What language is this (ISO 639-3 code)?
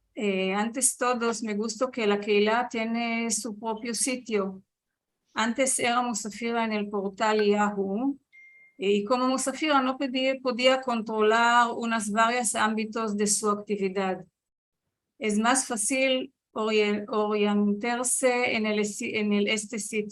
lad